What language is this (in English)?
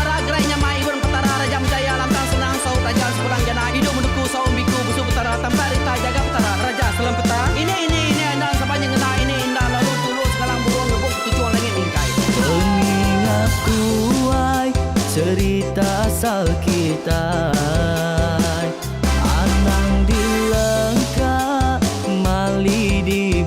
Iban